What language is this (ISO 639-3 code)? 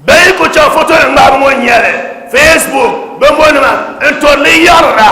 dag